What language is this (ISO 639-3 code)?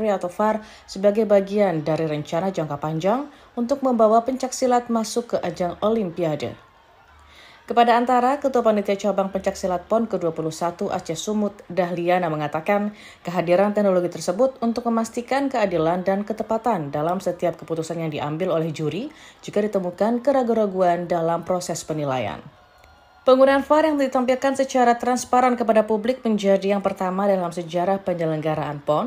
ind